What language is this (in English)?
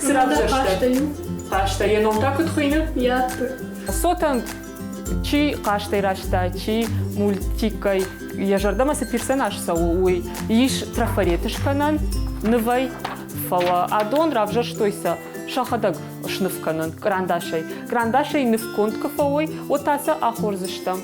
Ossetic